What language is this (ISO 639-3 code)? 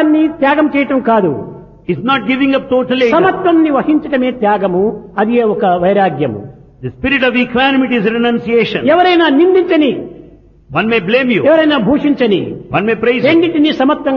tel